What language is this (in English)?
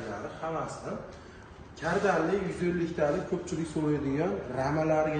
Uzbek